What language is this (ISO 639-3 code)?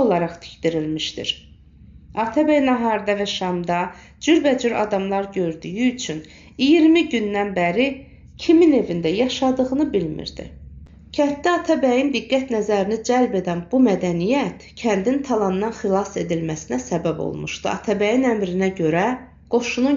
aze